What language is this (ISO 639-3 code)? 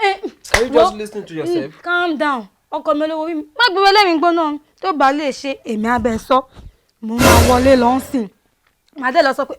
yor